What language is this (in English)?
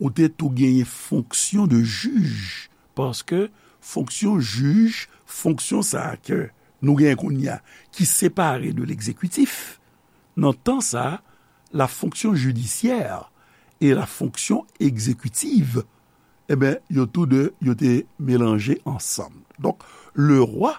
Haitian Creole